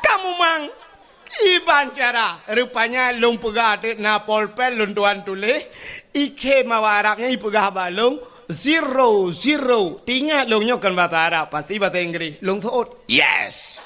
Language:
Achinese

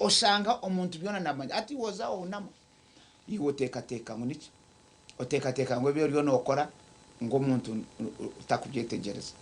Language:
Nyankole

